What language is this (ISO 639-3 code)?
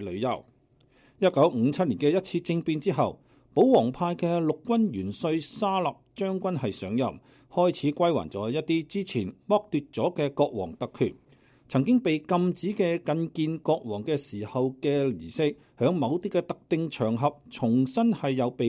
yue